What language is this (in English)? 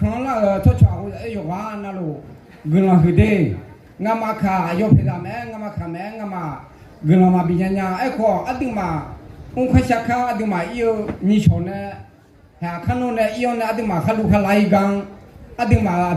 Akha